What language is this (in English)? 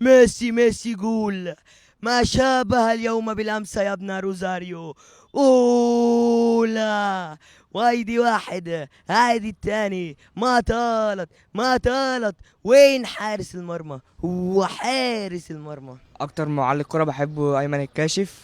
Egyptian Arabic